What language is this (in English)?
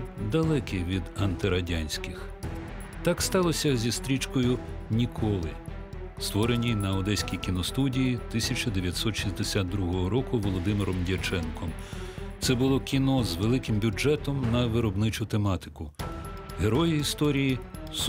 Ukrainian